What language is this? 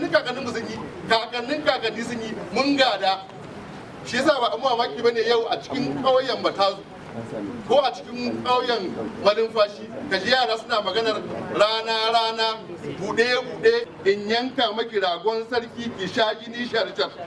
Hausa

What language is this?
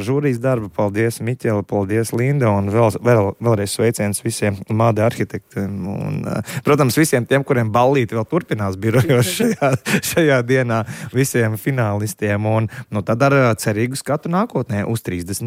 Latvian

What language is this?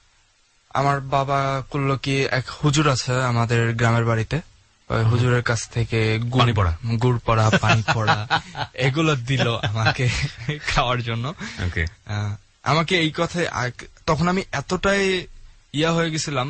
Bangla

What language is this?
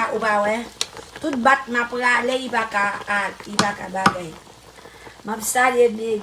Haitian Creole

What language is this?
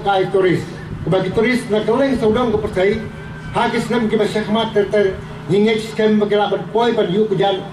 Khasi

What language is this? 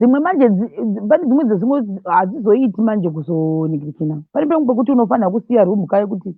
Shona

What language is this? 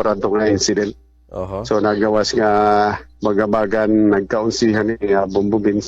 Waray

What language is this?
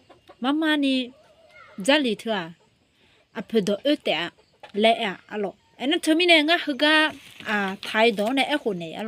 Akha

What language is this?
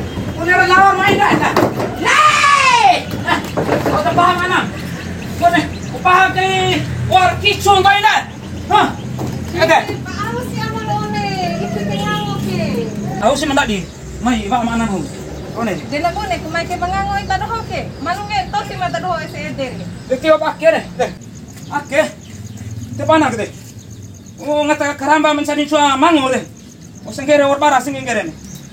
Bima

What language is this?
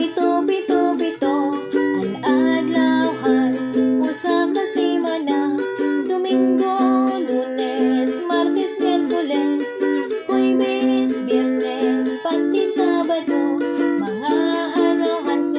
Waray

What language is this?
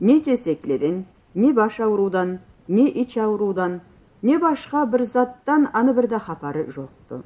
Karachay-Balkar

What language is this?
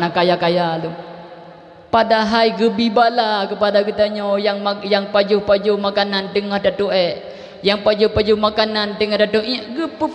Achinese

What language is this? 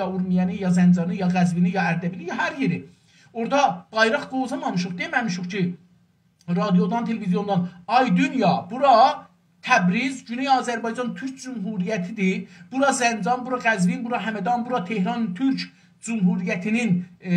South Azerbaijani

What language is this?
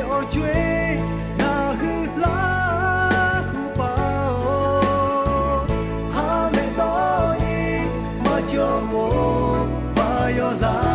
Lahu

